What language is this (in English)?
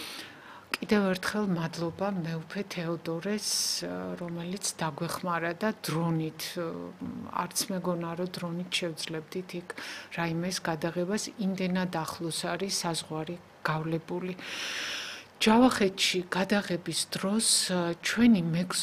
Georgian